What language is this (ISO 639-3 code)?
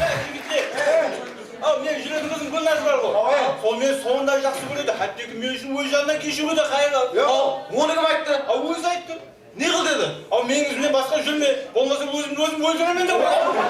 kaa